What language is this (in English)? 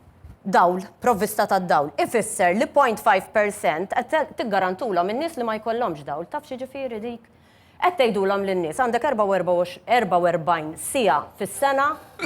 Maltese